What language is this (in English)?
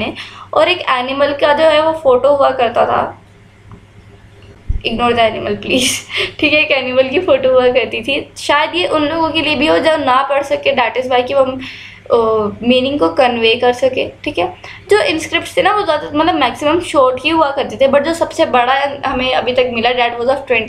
Hindi